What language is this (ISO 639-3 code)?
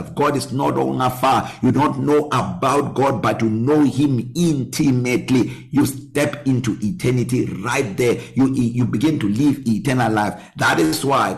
eng